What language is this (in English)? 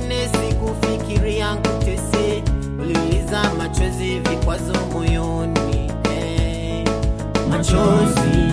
Swahili